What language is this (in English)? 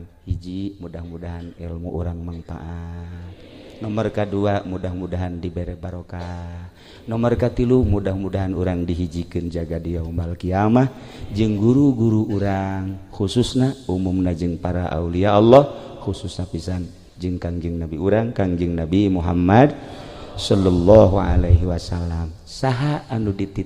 Sundanese